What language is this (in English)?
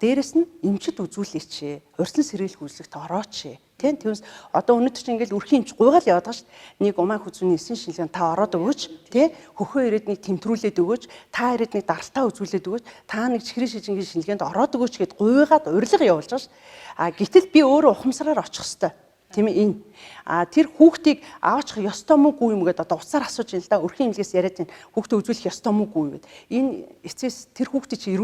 Mongolian